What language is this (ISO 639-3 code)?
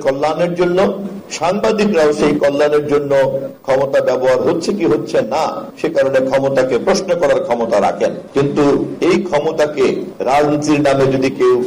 ben